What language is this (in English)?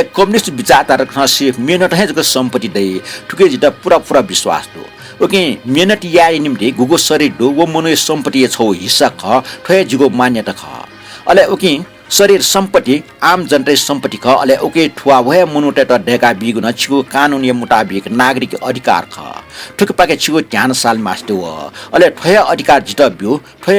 Newari